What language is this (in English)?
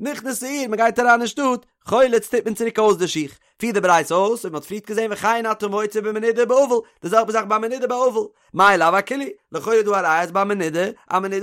Yiddish